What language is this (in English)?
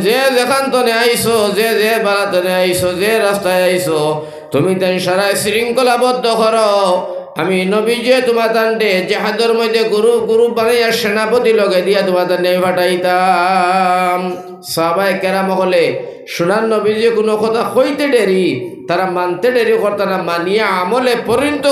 Sylheti